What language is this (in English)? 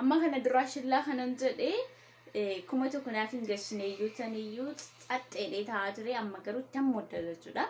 Oromo